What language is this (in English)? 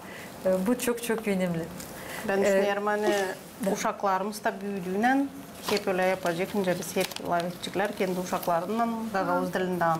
Gagauz